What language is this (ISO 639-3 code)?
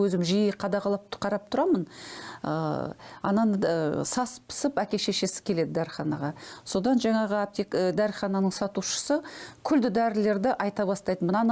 kaz